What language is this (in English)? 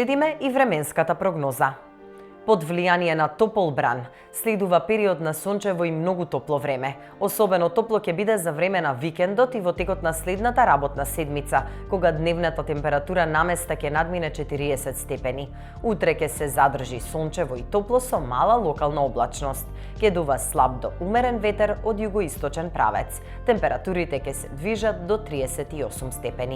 Macedonian